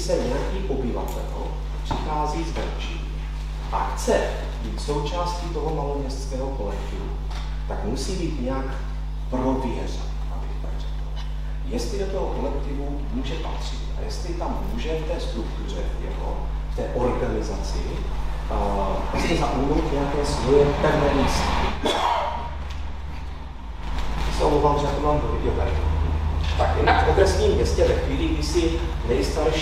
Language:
Czech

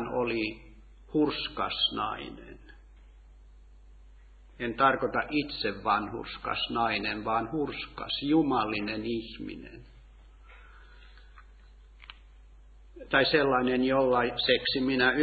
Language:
Finnish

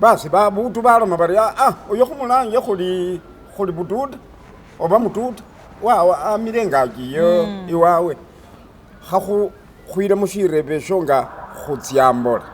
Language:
Masaaba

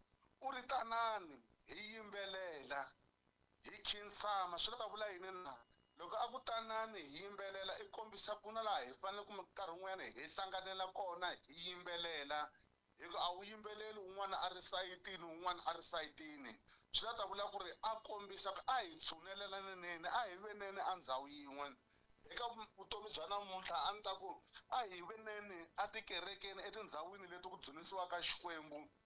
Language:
Tsonga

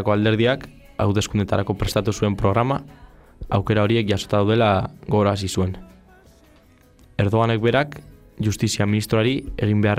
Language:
Basque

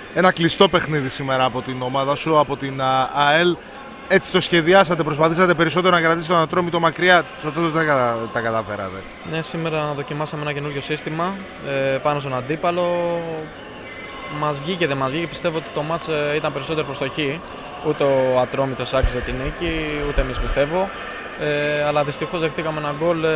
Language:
Greek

